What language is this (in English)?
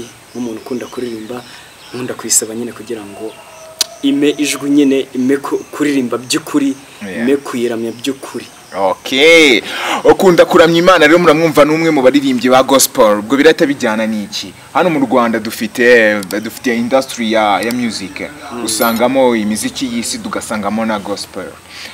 Kinyarwanda